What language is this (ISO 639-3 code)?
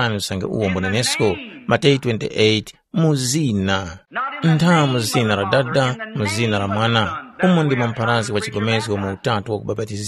tum